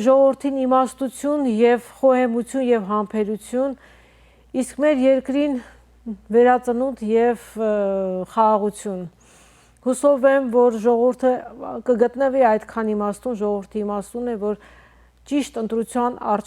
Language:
Western Armenian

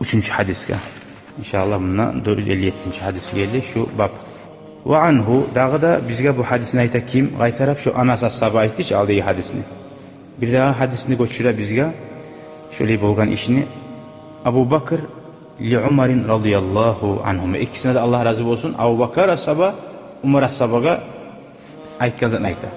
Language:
Kumyk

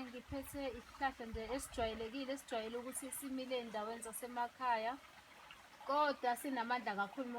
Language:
Zulu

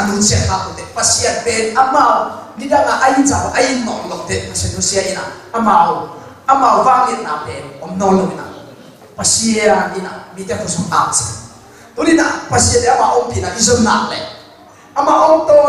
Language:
Tedim Chin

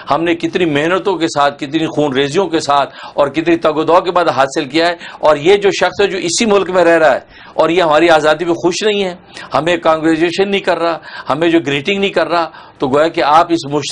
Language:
Urdu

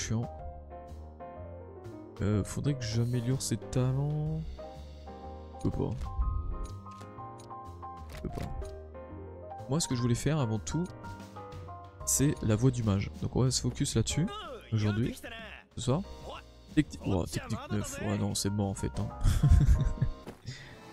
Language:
French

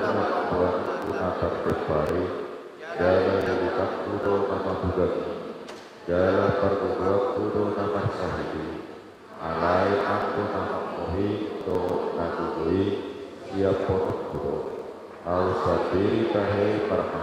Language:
Batak Toba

